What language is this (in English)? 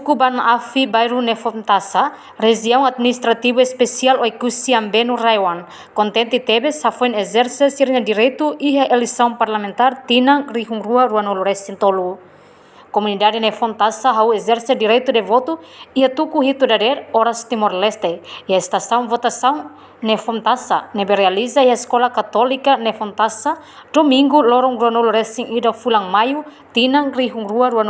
Tetum